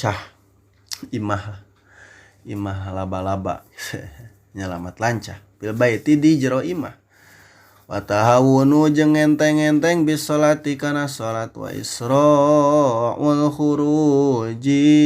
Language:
Sundanese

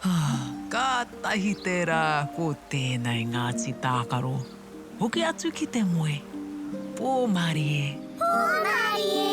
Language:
Māori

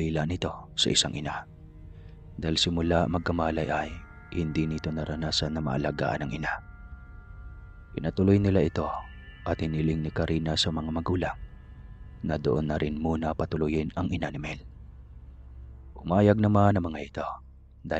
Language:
Filipino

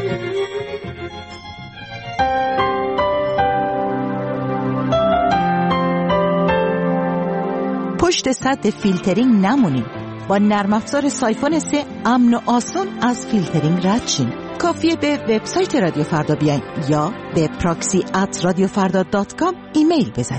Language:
Persian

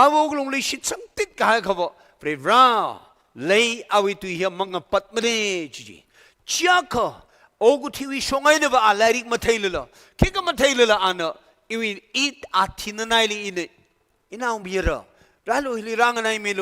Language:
Tangkhul Naga (India)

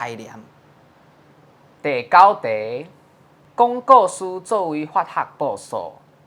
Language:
Min Nan Chinese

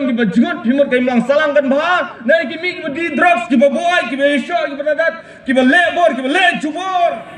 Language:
Khasi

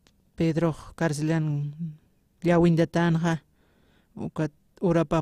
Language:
Aymara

